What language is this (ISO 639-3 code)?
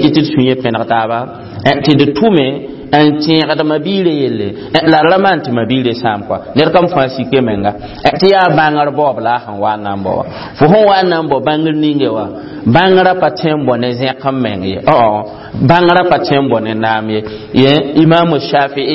mos